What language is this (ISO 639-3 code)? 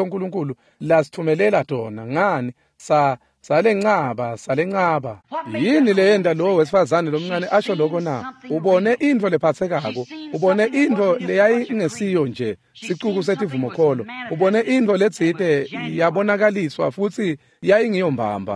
ssw